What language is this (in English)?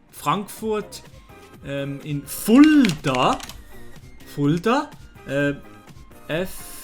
Swiss German